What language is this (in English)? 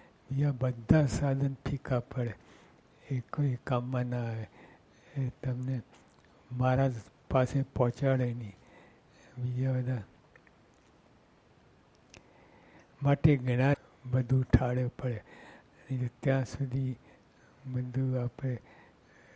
Gujarati